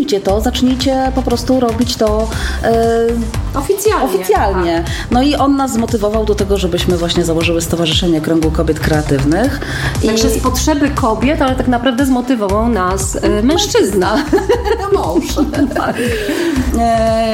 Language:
Polish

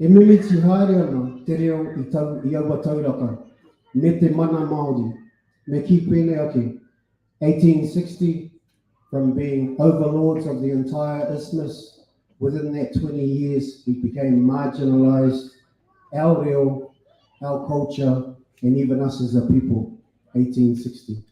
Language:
Māori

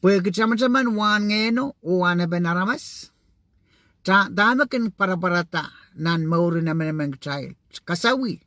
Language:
Pohnpeian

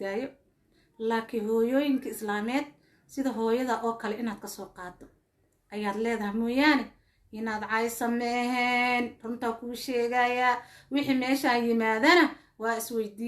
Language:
Somali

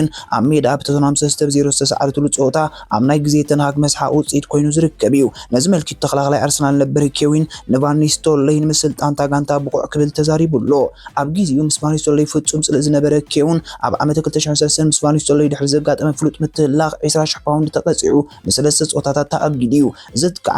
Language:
Tigrinya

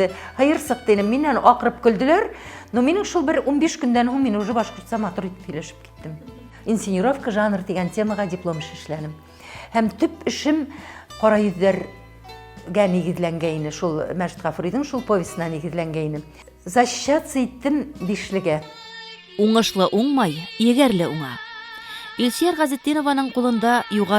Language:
Bashkir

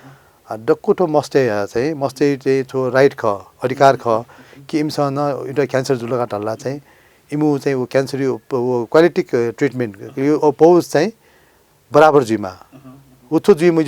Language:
Newari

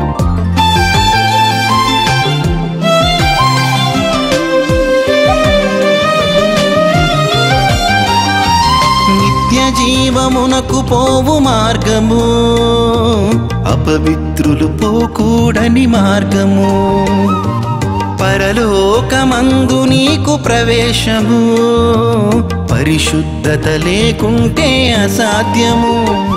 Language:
Telugu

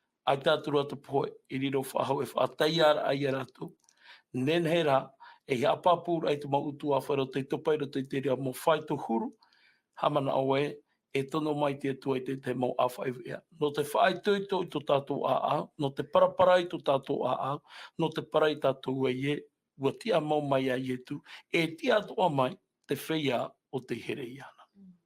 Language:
Tahitian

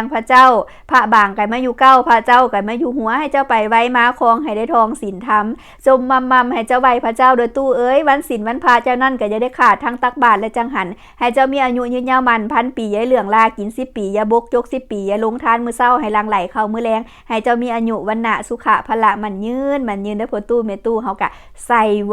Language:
Lao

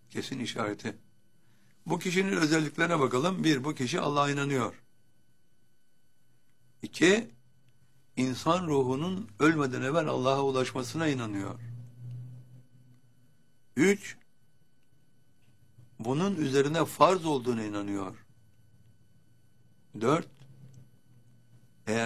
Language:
Turkish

